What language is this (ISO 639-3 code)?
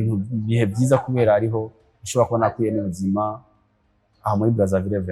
run